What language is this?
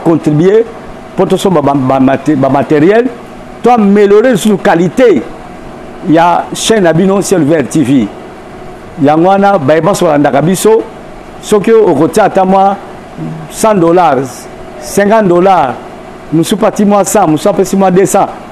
Lingala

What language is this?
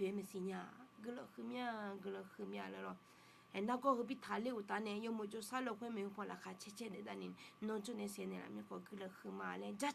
Akha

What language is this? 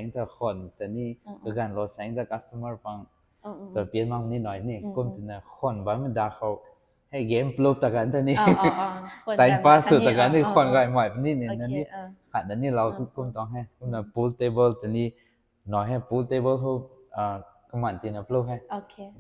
Rongmei Naga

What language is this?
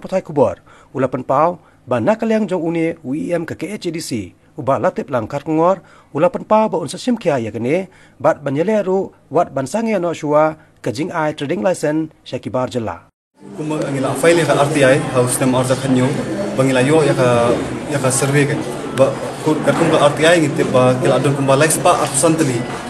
Khasi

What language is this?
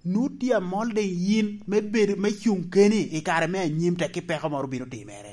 Lango (Uganda)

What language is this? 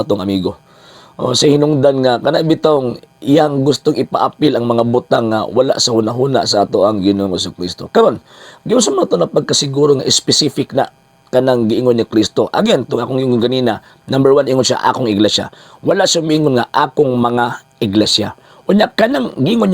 Cebuano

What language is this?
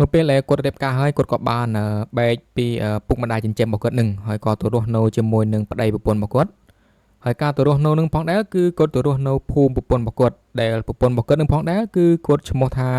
Khmer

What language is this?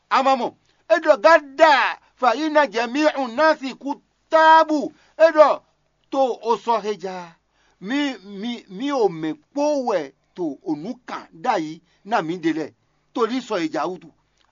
Fon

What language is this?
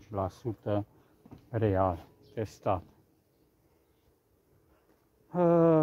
Romanian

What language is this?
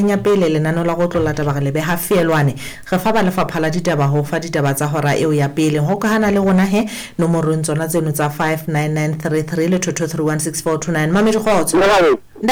Southern Sotho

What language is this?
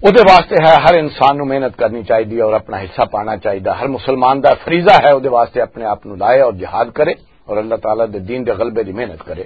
Western Panjabi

